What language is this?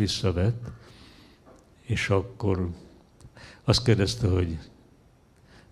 Hungarian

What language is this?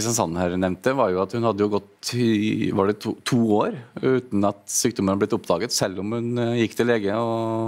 Norwegian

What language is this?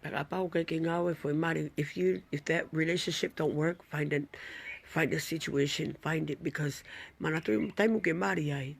Tongan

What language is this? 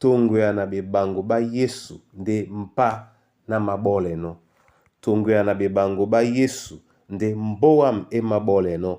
Duala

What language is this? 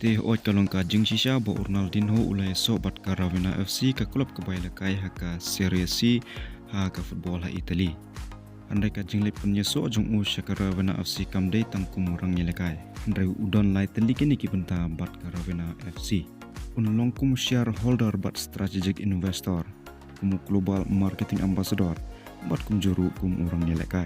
Khasi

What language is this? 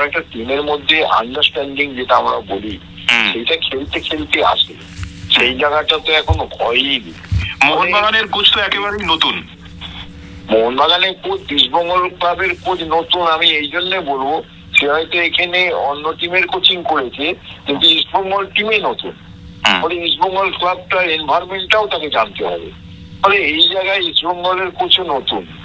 Bangla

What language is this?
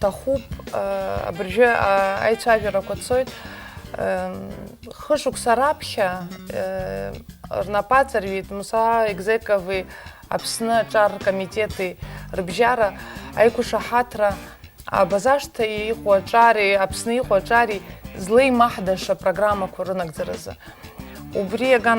Abkhazian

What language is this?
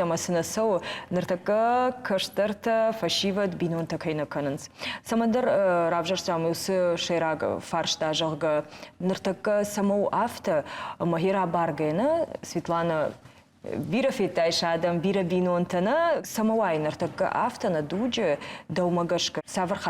Ossetic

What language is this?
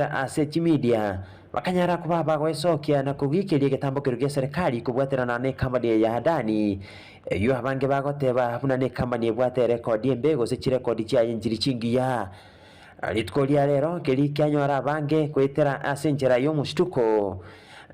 Gusii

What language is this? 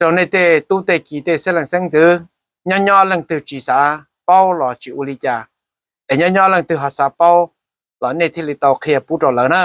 Hmong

